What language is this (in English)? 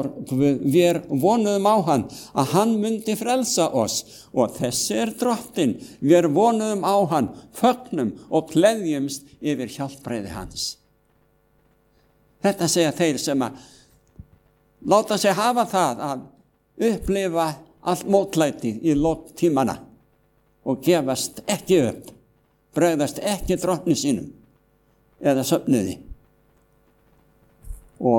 Icelandic